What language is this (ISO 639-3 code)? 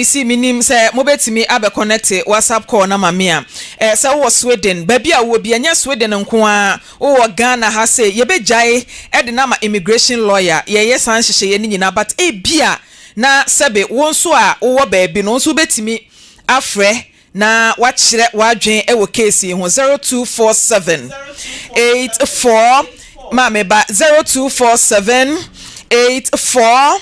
aka